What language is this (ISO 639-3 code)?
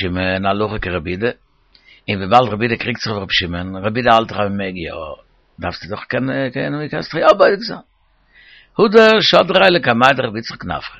yid